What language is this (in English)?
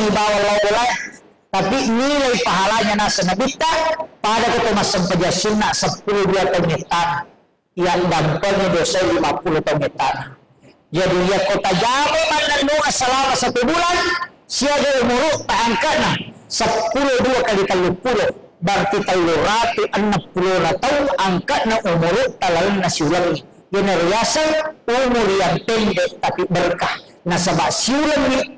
Buginese